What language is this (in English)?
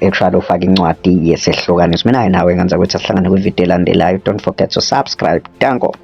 Zulu